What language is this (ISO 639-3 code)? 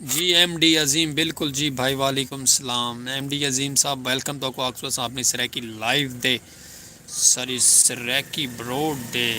skr